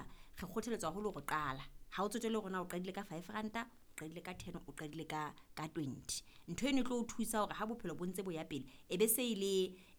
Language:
Southern Sotho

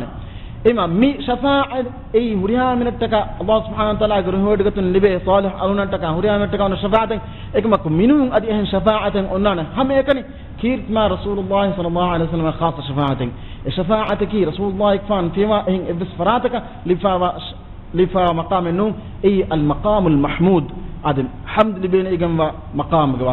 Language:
Divehi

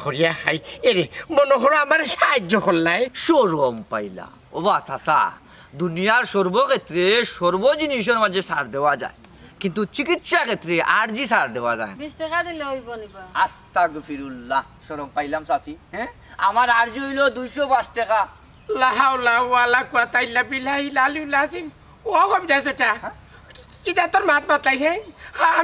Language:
Sylheti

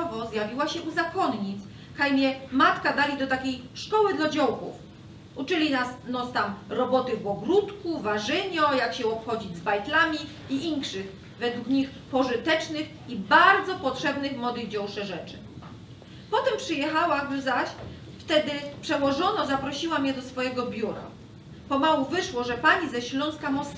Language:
Silesian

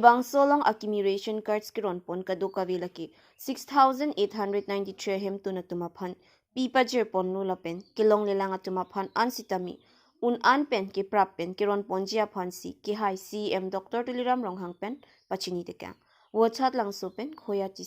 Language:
Karbi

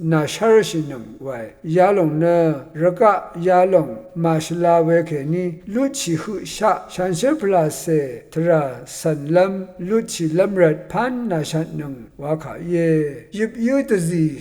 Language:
Rawang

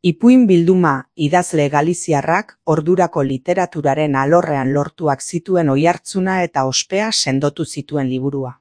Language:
Basque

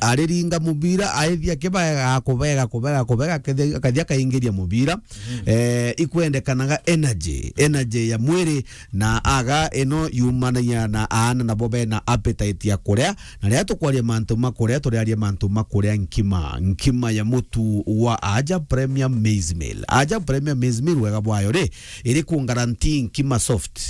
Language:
Meru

